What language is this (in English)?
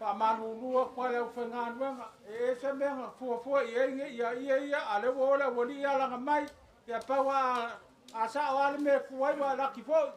Samoan